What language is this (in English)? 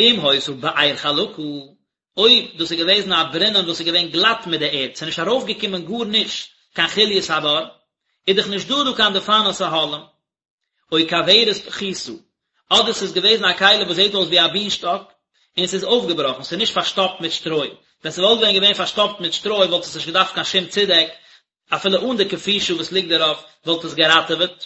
Yiddish